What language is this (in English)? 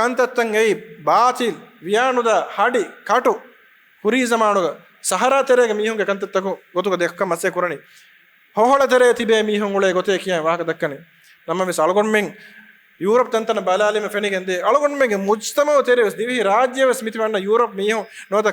Divehi